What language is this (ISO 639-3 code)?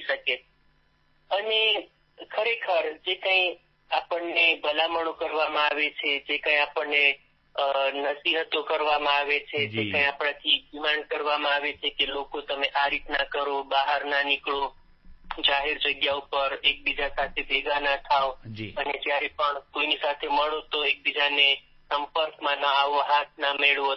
guj